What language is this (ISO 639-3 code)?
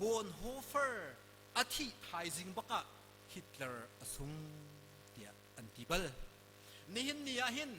cnh